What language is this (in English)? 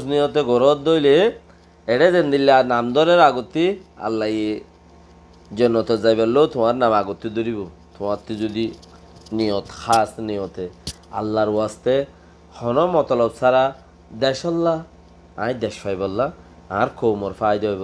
Rohingya